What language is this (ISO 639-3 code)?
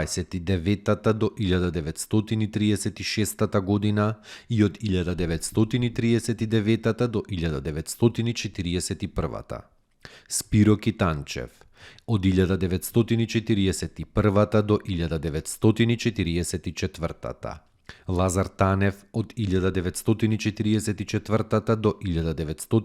mkd